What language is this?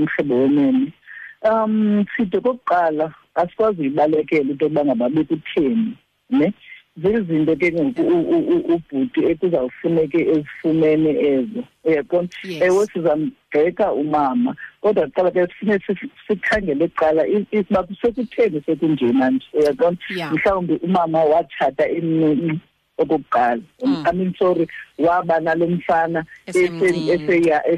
Xhosa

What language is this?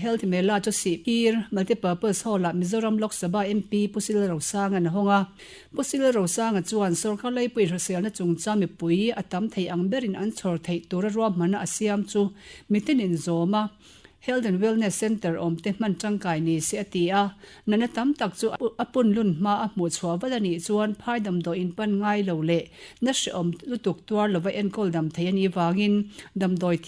Mizo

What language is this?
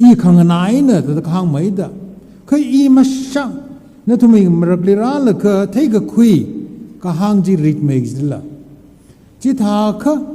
Tangkhul Naga (India)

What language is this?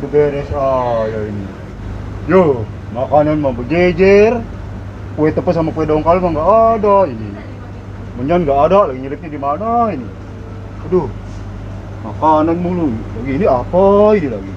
Betawi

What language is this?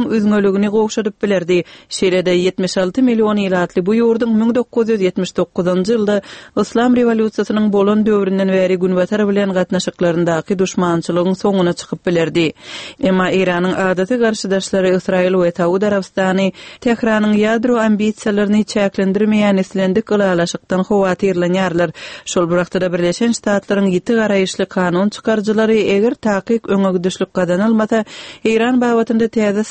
Turkmen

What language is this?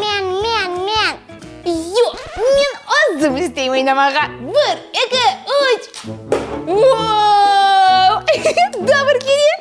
Crimean Tatar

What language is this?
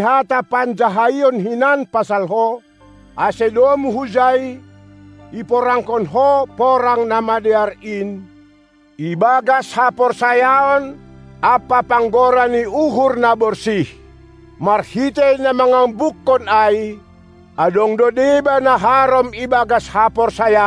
Batak Simalungun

